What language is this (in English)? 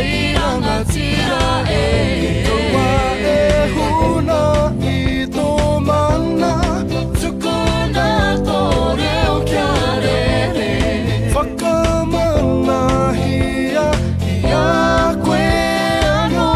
Māori